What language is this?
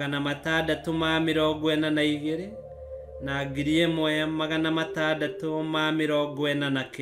Kikuyu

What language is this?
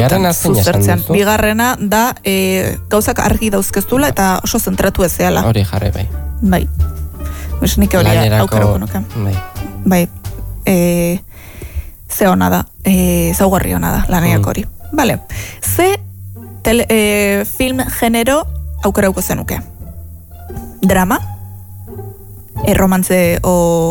Basque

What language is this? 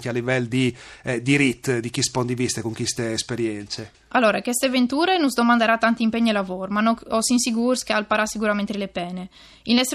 Friulian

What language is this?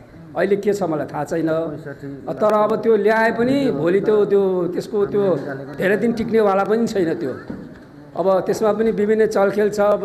Nepali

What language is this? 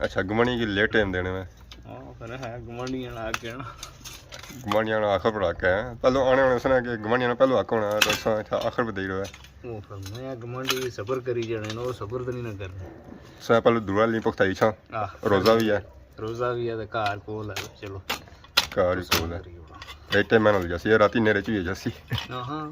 Pahari-Potwari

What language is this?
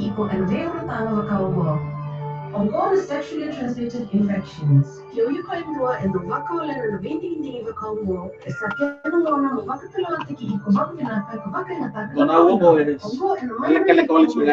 Fijian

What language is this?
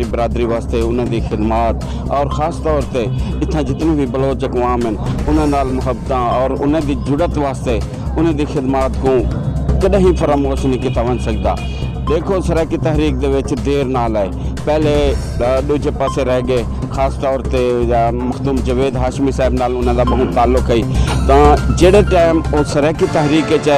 Saraiki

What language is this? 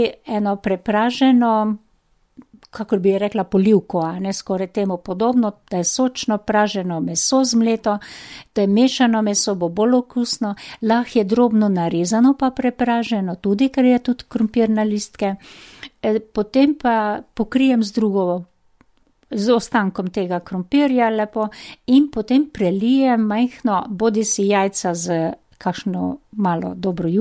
Slovenian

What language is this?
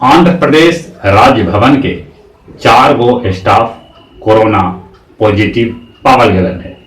Magahi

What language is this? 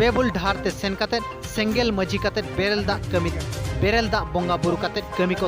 Santali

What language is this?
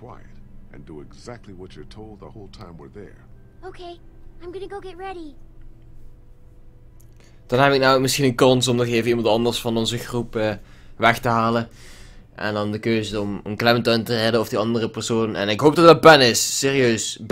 Dutch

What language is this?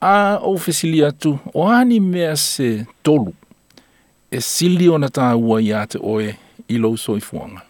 Samoan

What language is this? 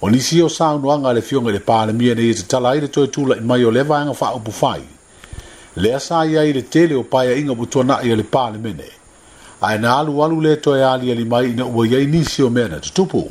Samoan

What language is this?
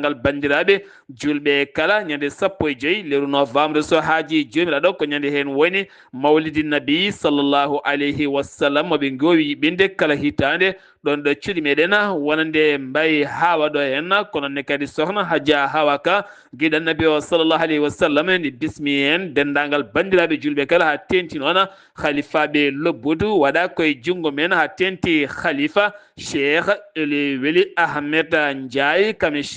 Fula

